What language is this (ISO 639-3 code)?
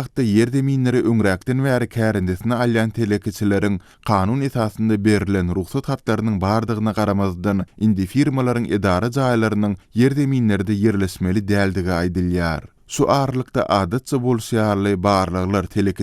tuk